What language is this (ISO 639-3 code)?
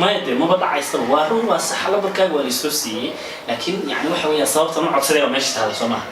som